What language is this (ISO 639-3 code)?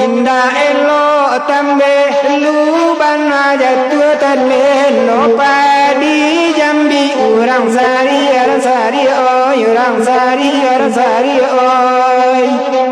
min